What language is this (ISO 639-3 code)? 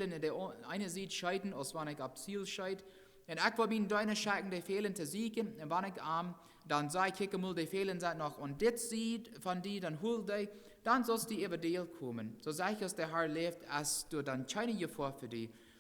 pdt